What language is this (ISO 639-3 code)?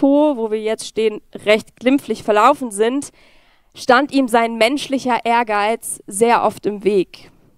gsw